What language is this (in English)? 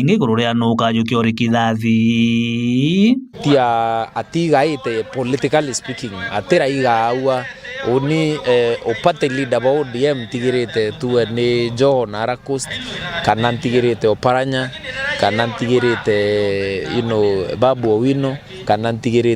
Meru